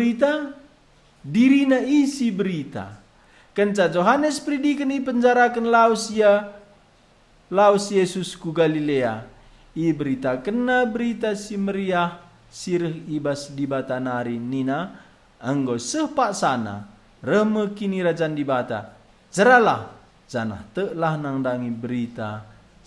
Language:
Batak Karo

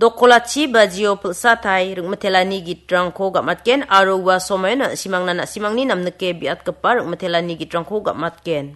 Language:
Garo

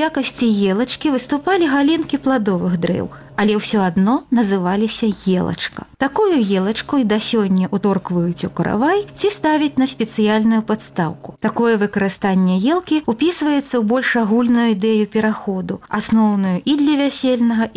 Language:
Belarusian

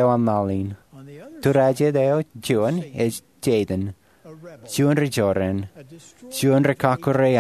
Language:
Marshallese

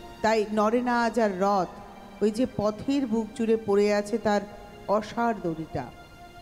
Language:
Bangla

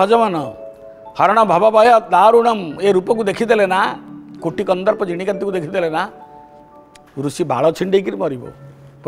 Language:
Odia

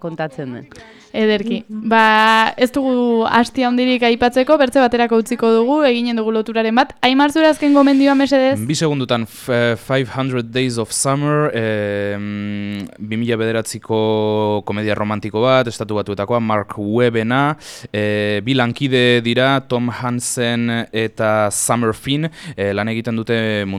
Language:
Basque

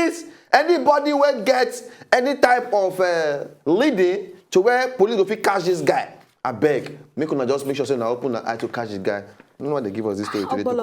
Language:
Nigerian Pidgin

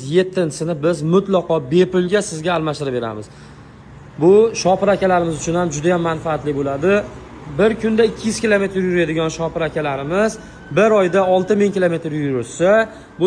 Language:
Uzbek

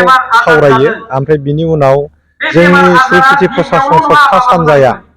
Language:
Bodo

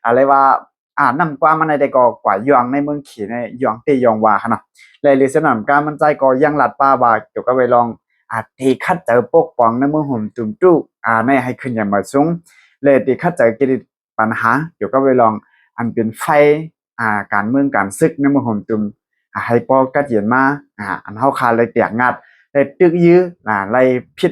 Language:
Shan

